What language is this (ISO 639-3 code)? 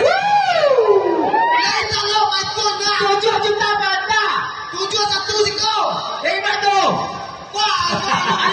min